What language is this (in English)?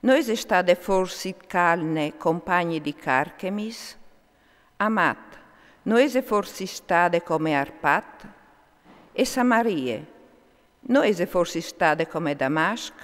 Friulian